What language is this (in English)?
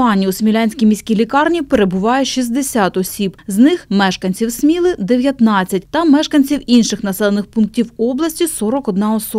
Ukrainian